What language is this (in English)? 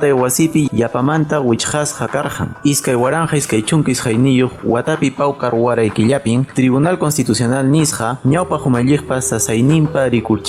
Quechua